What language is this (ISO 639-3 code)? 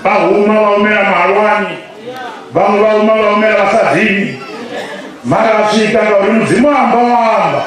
ven